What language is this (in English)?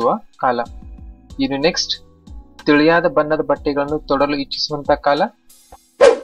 Kannada